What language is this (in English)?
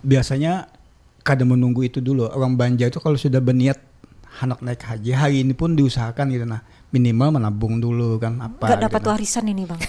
Banjar